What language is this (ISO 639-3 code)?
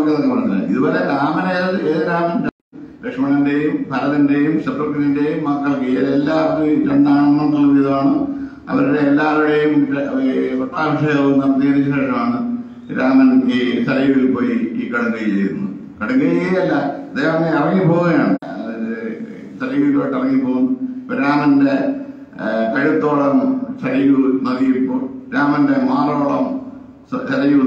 mal